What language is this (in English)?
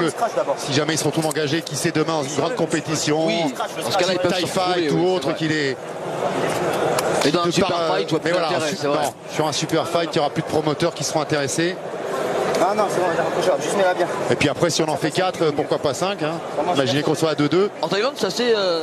French